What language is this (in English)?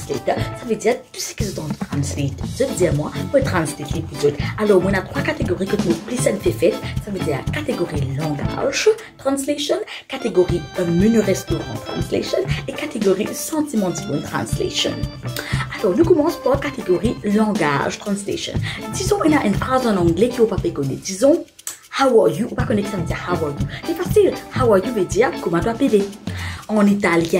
Morisyen